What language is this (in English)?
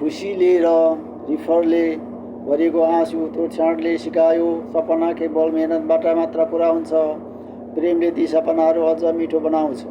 Nepali